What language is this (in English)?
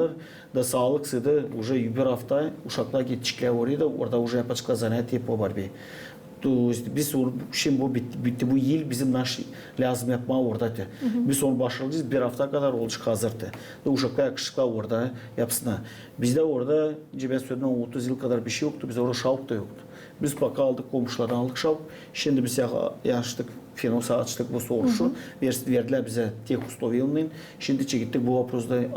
Gagauz